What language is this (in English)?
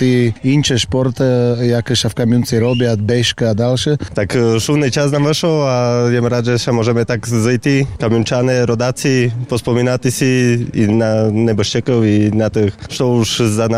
Slovak